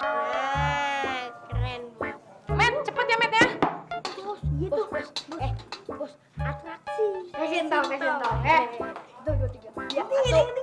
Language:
Betawi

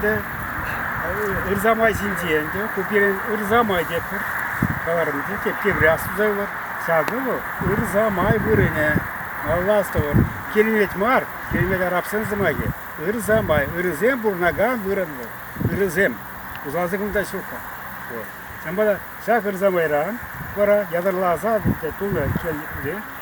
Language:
Chuvash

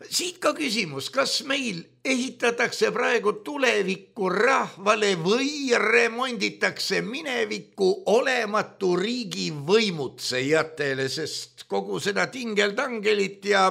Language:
Estonian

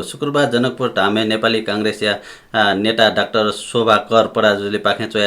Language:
Newari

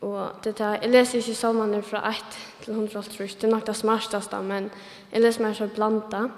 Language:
Faroese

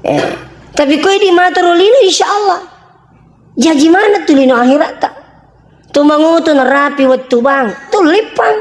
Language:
Buginese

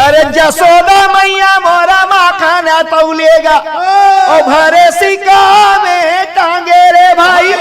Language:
Chhattisgarhi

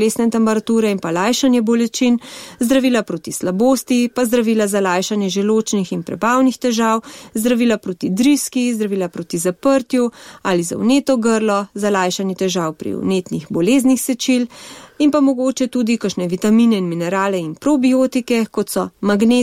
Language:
Slovenian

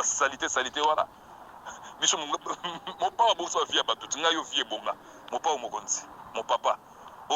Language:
Lingala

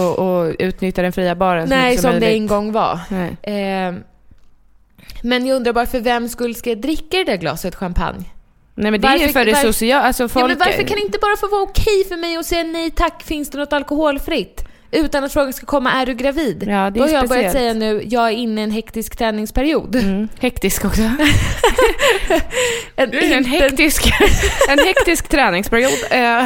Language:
Swedish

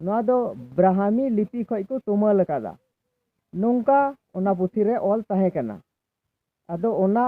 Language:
Santali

